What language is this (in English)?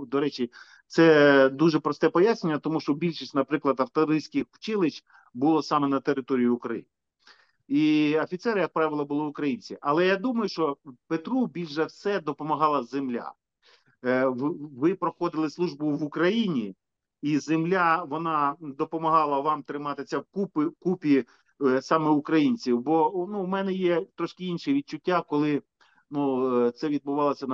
Ukrainian